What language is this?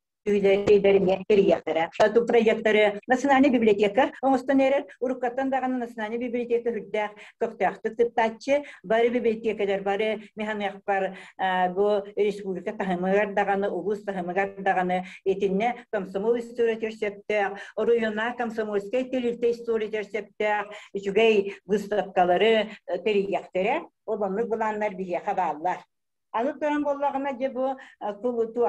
Yakut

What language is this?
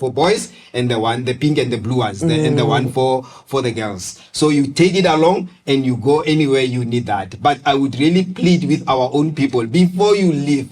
Tswana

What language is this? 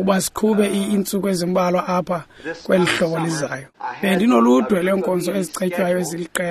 Xhosa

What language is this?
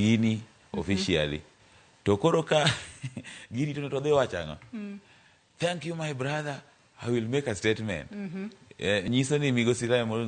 Luo (Kenya and Tanzania)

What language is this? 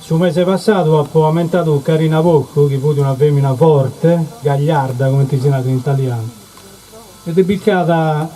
Sardinian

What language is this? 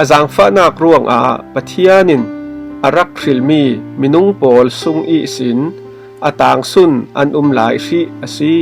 Falam Chin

